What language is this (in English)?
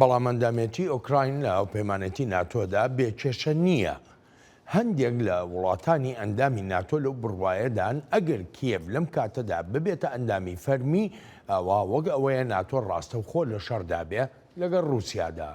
Central Kurdish